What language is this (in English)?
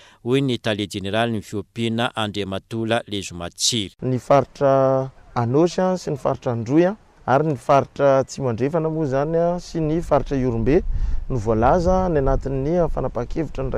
Malagasy